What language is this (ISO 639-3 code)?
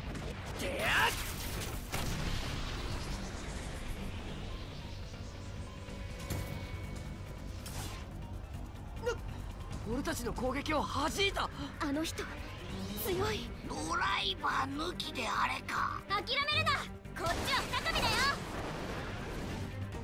jpn